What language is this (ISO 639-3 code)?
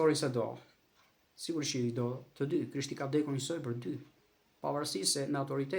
sqi